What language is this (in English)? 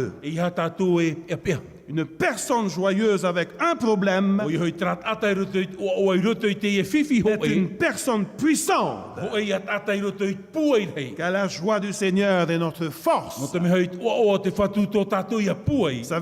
Tahitian